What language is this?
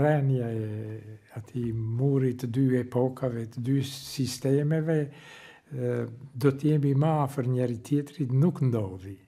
Albanian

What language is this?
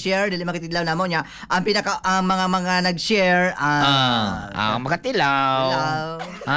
Cebuano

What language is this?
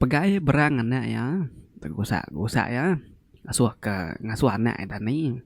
Iban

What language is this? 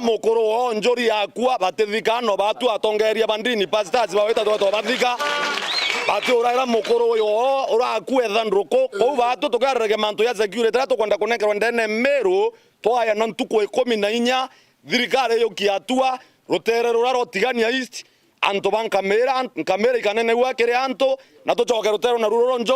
Meru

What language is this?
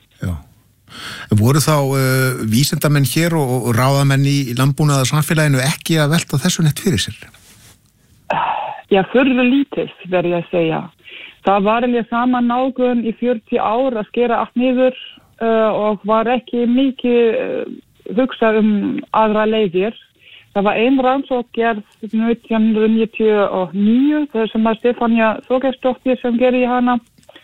Icelandic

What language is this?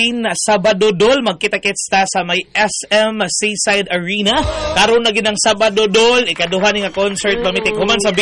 Cebuano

